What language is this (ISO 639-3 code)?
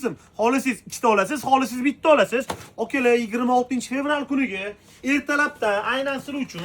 uzb